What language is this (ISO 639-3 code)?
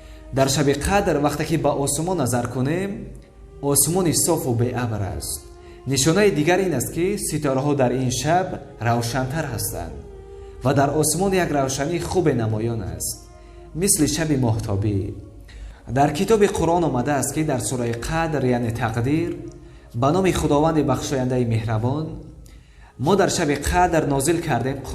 tgk